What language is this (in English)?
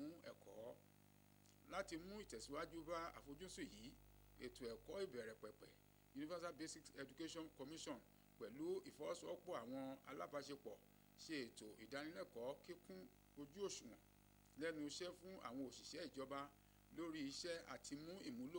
Yoruba